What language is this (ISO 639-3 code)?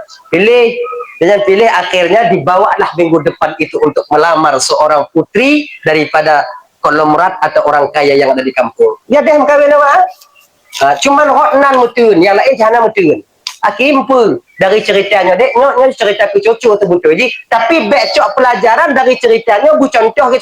ace